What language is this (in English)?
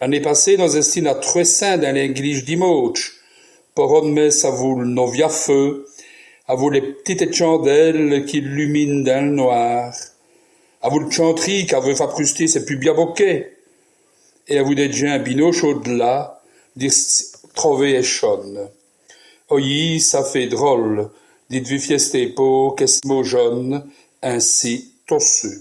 Walloon